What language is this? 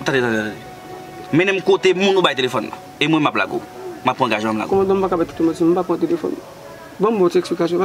Haitian Creole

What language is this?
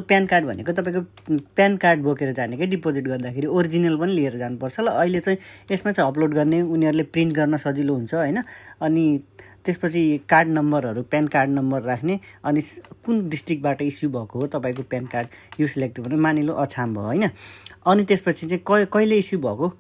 Nepali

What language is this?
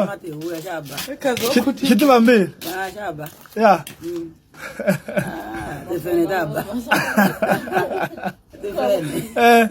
Tsonga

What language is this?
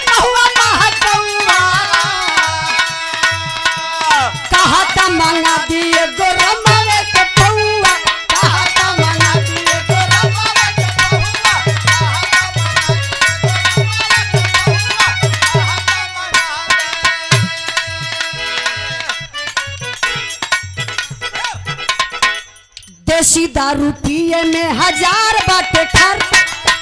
Bhojpuri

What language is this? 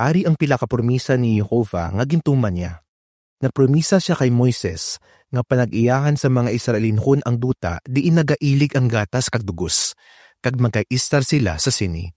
Hiligaynon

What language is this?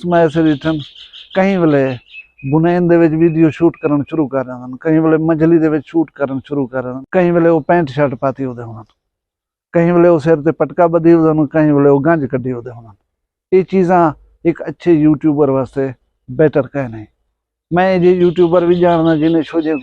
Saraiki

